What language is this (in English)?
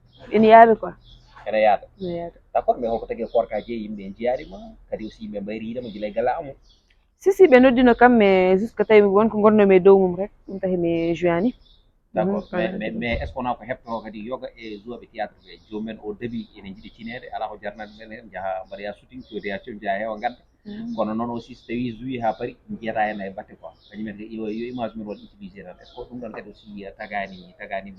Fula